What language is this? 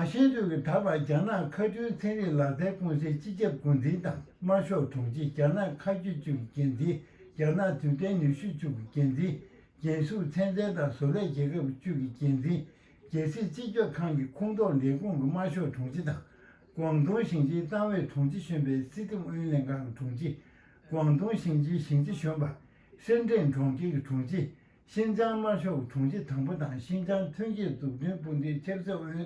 Tibetan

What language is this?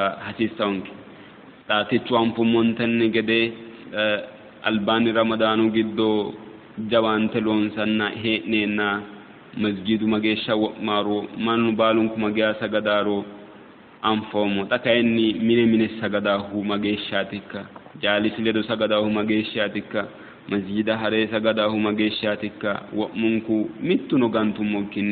Sidamo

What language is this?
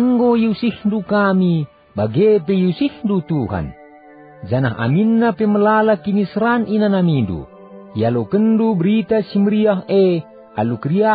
Batak Karo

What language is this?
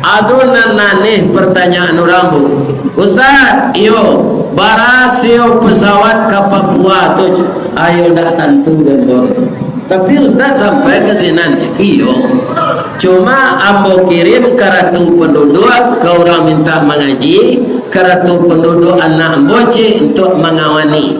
Minangkabau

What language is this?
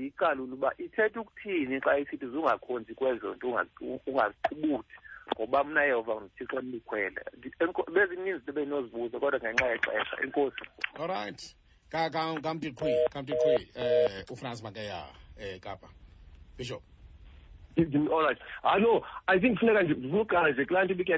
Xhosa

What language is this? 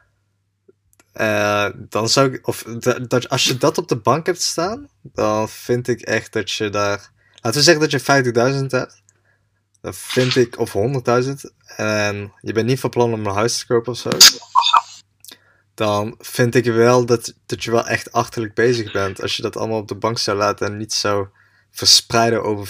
Dutch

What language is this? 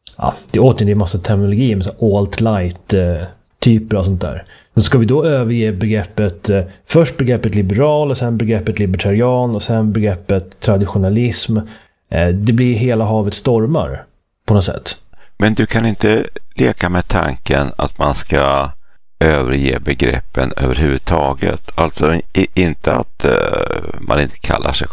Swedish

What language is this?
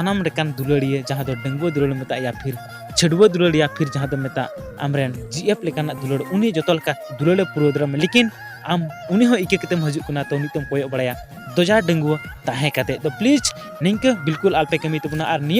Santali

